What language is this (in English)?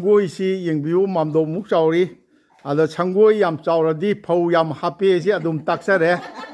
Manipuri